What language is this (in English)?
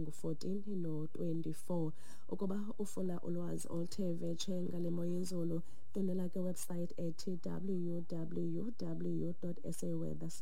Xhosa